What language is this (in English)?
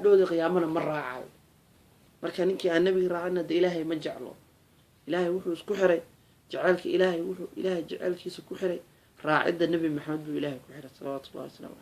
Somali